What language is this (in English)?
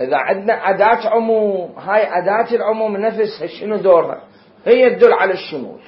Mesopotamian Arabic